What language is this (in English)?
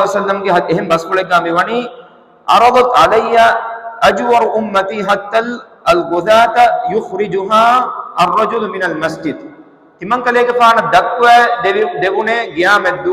Divehi